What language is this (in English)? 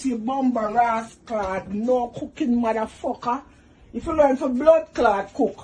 Jamaican Creole English